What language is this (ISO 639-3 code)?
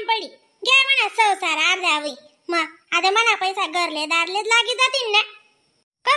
khn